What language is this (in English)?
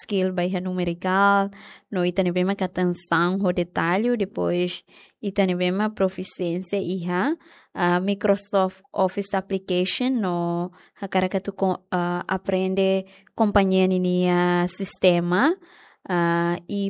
Tetum